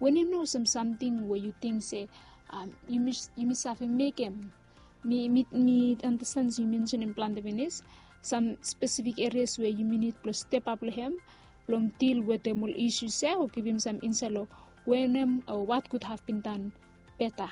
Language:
Bislama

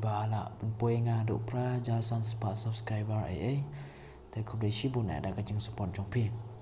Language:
Khasi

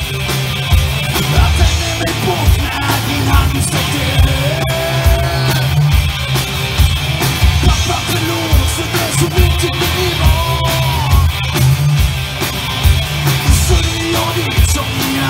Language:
Swedish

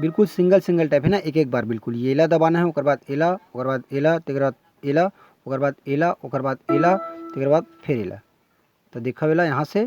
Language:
Chhattisgarhi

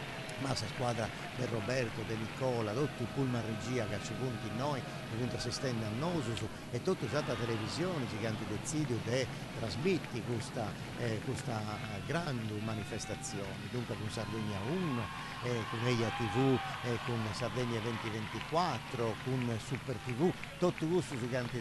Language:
Sardinian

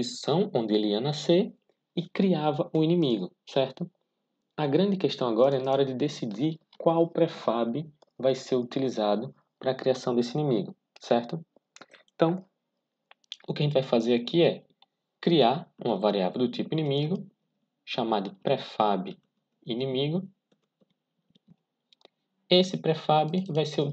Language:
Portuguese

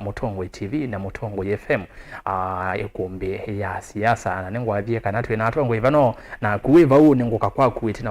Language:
Kamba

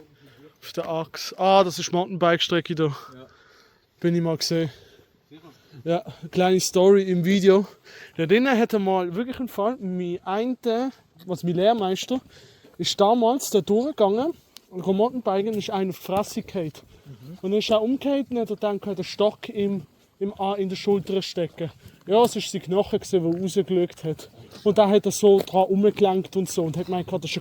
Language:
Swiss German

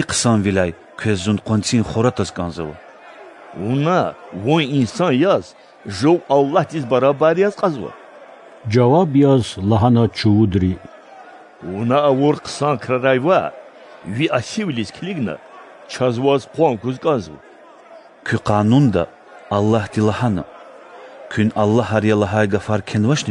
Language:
Lezghian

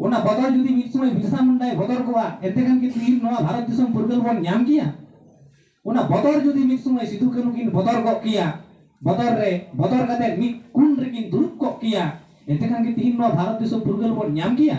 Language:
Santali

